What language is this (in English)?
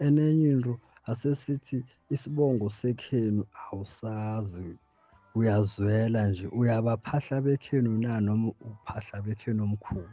South Ndebele